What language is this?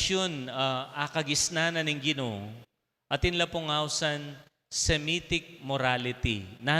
Pampanga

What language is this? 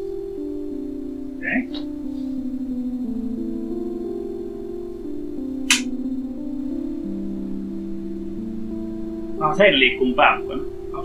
Finnish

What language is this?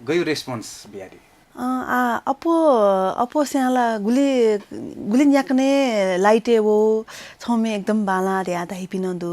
Newari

